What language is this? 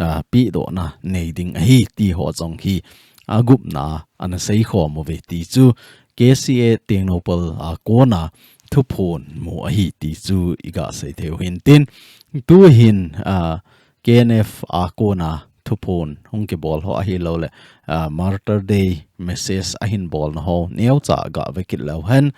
Thado Chin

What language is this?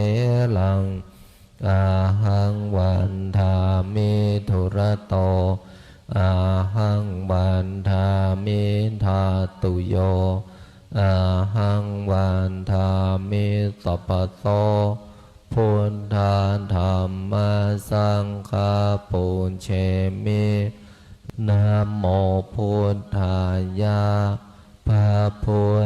Pali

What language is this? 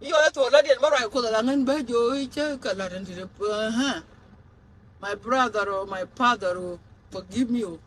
Nuer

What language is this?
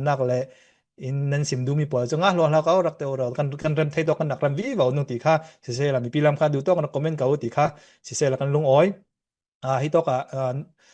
Falam Chin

